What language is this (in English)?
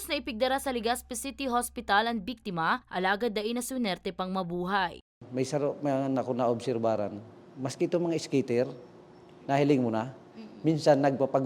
Bikol